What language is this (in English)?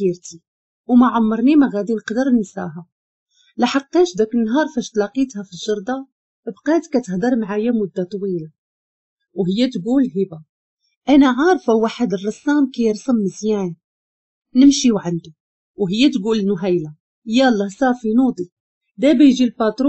Moroccan Arabic